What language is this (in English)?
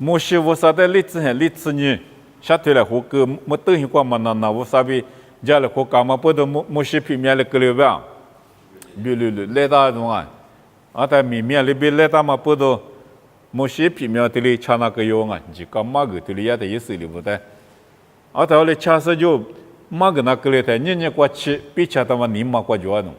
Lisu